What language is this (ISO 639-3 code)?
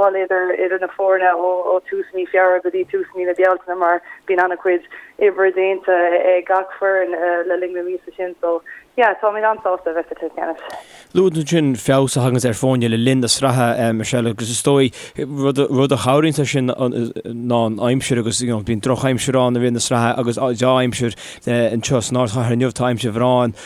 gle